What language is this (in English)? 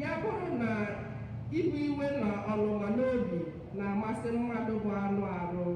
Igbo